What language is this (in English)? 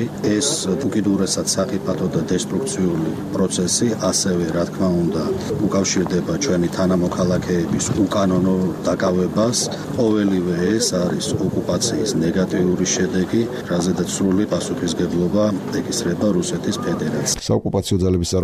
Georgian